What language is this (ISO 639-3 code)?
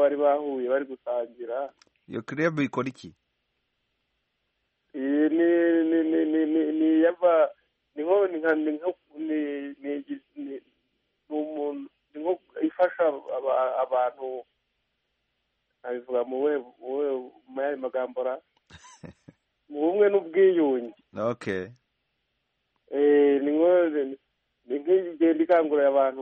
kin